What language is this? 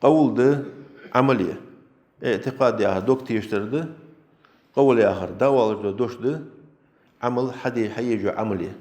Ingush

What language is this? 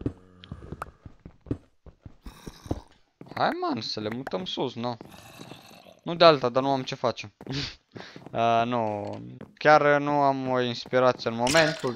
Romanian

